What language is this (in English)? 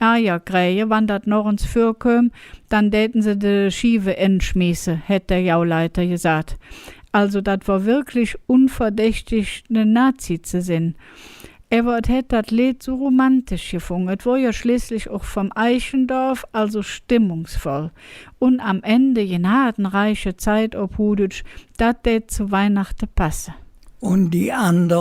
Colognian